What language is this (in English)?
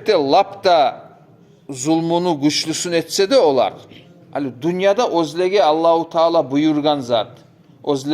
Kumyk